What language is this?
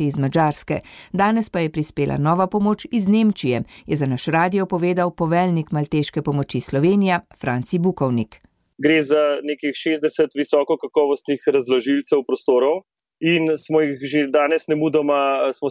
Slovenian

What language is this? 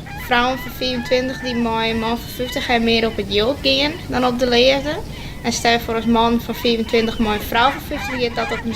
Western Frisian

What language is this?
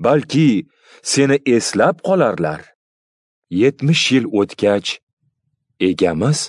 Uzbek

